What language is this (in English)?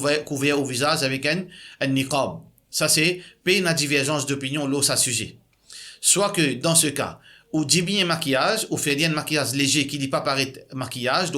Morisyen